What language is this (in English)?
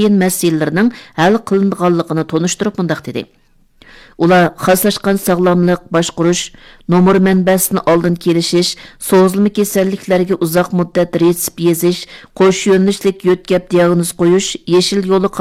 Uyghur